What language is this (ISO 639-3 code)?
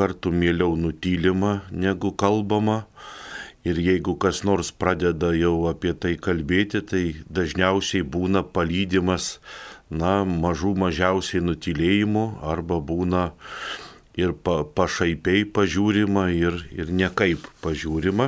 lit